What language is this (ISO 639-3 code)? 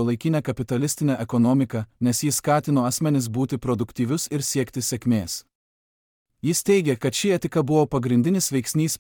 lit